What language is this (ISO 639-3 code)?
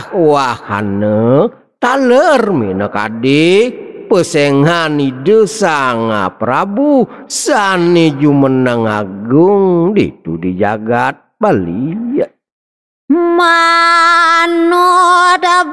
ban